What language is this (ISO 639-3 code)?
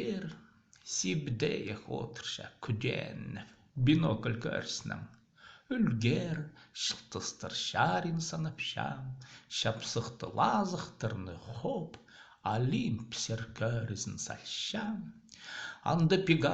kjh